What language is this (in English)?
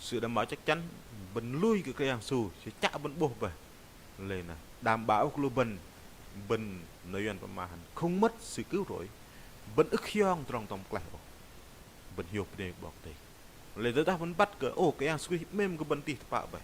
Bahnar